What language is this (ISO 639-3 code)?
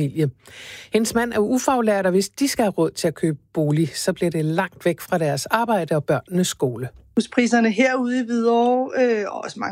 dan